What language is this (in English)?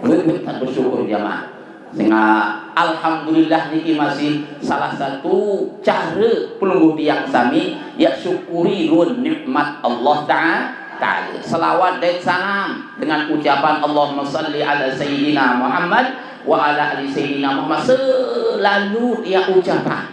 Sasak